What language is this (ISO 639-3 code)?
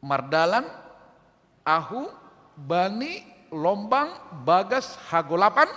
bts